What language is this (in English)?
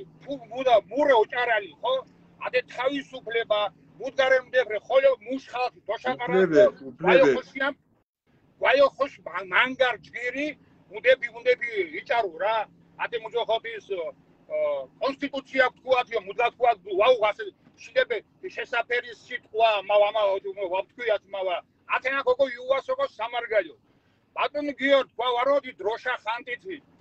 Mingrelian